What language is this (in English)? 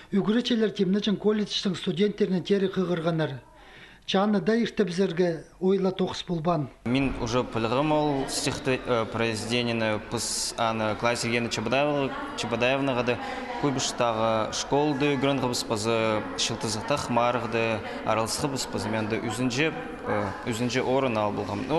Khakas